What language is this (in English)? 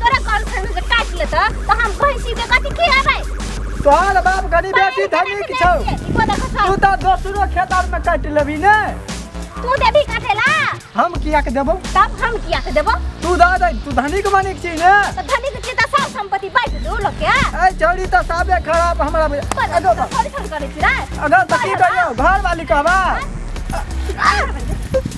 Maithili